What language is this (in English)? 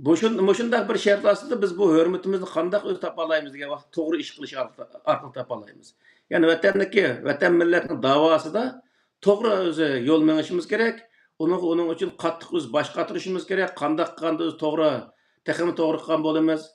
Uyghur